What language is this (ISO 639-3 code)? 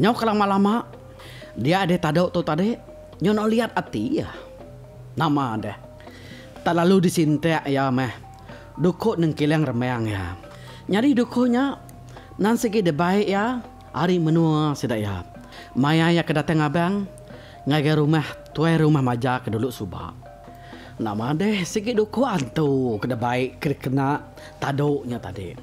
iba